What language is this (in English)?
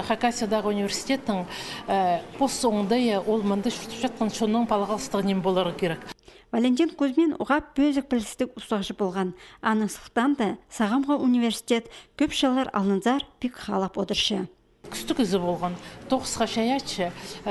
Khakas